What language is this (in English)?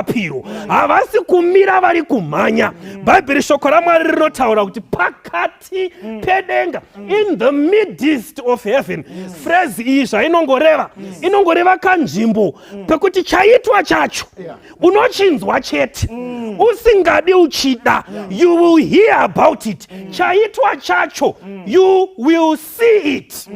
Shona